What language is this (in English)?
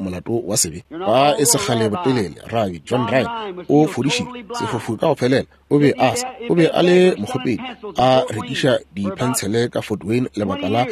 Northern Sotho